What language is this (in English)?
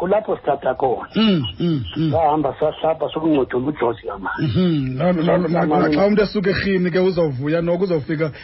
Xhosa